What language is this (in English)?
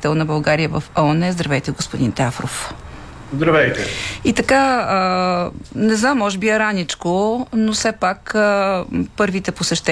Bulgarian